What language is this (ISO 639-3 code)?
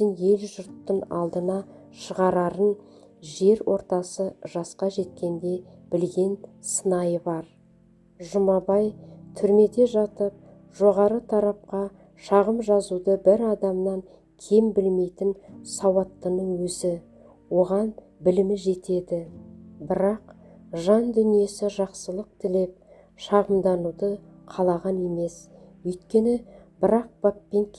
kaz